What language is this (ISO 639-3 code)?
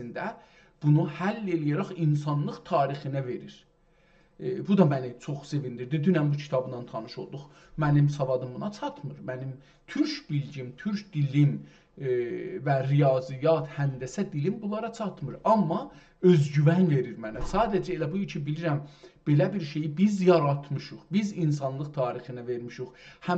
azb